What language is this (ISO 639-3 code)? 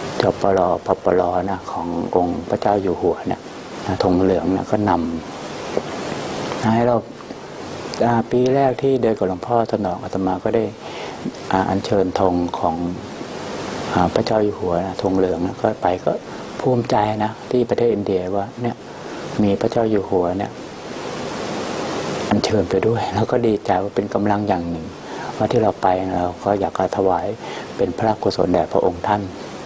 tha